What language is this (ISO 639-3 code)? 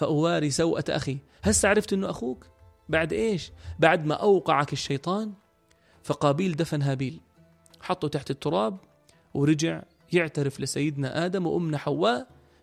apc